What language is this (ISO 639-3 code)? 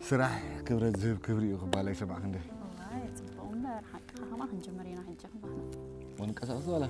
tir